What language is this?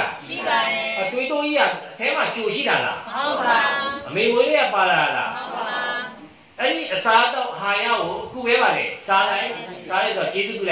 Burmese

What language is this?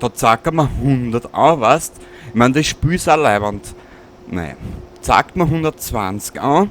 Bavarian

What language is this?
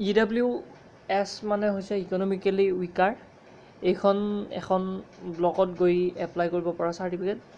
Assamese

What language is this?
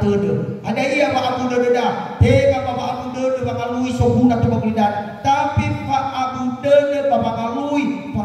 Nias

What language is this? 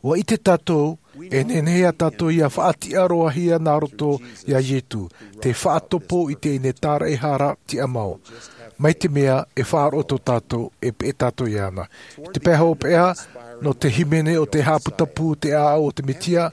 Tahitian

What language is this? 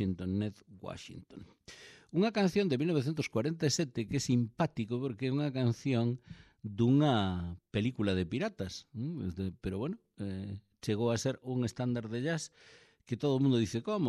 Galician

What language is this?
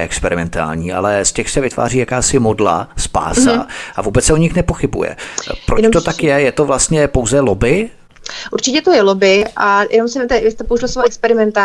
Czech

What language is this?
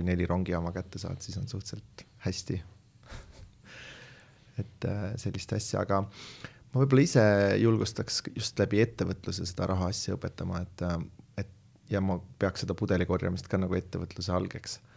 Estonian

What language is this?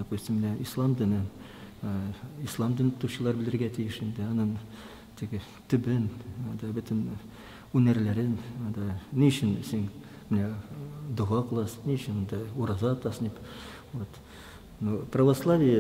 Tatar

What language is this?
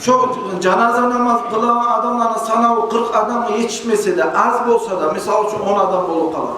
Kumyk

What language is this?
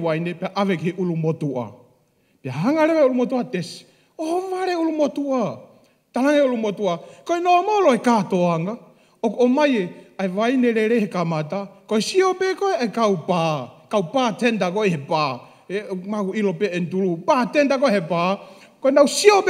Tongan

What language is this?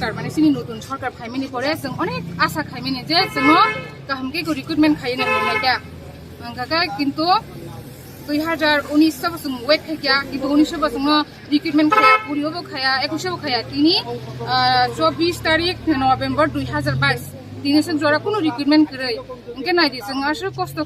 Riang (India)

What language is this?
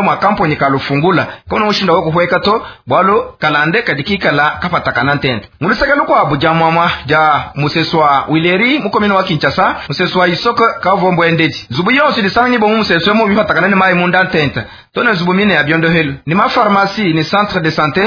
Luba-Lulua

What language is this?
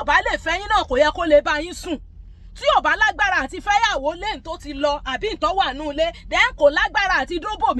Yoruba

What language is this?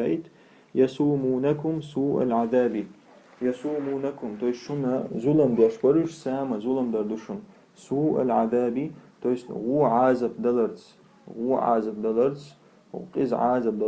Chechen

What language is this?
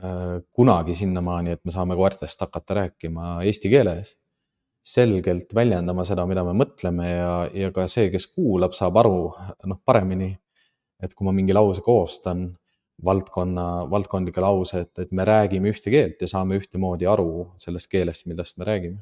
Estonian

